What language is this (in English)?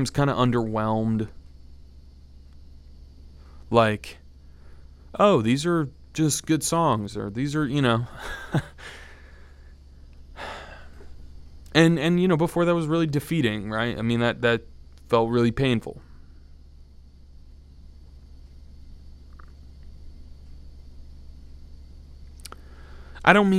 English